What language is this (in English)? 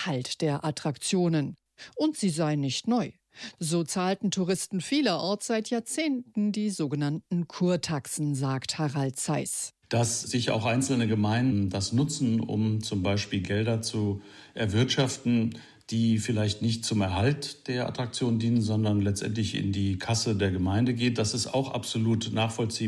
German